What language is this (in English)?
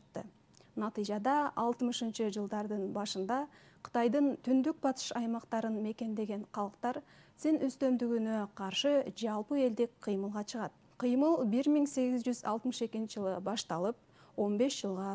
Kyrgyz